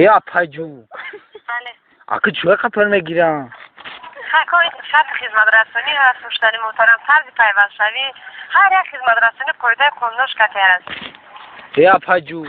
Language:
Tajik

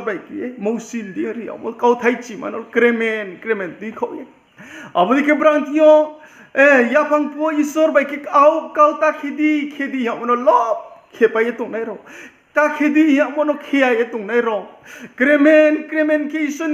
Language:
Riang (India)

